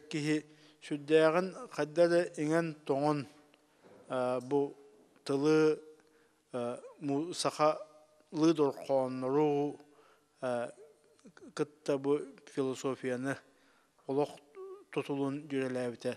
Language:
Yakut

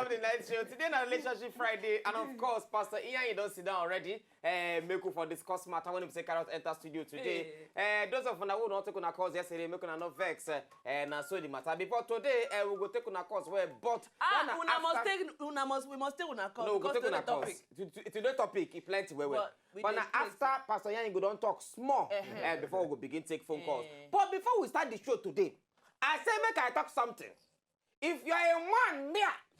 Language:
Nigerian Pidgin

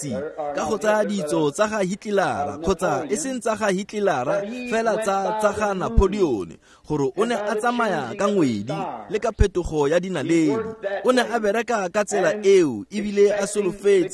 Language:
Tswana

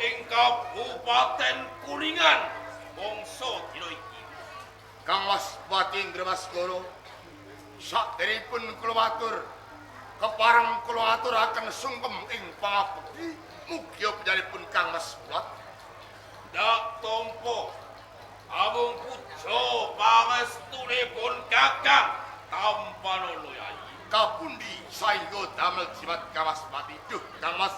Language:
Javanese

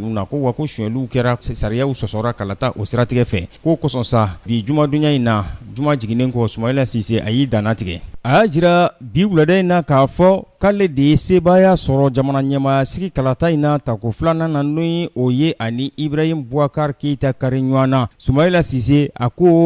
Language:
Bambara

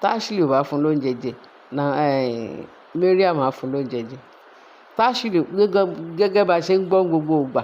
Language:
Yoruba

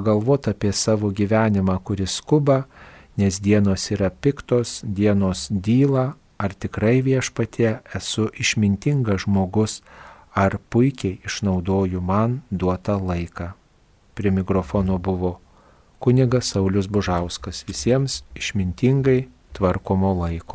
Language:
Lithuanian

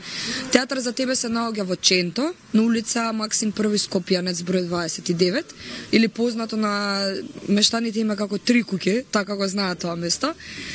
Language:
Macedonian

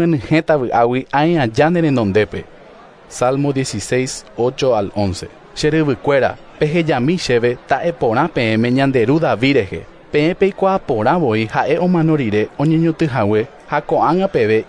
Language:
Guarani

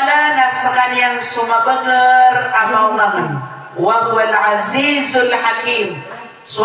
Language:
Maranao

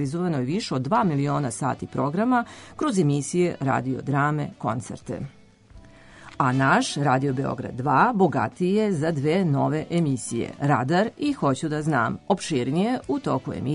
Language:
Serbian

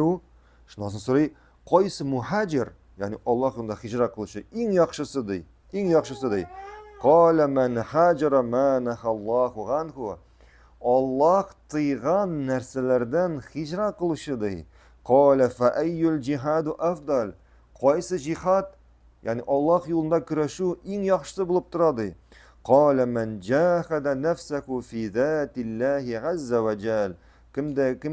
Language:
Tatar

